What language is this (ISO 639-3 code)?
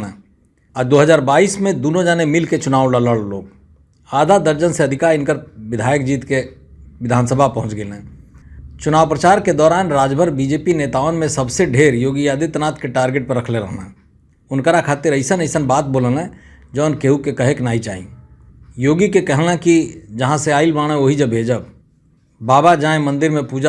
bho